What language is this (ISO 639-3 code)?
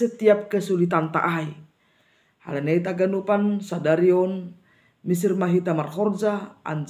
bts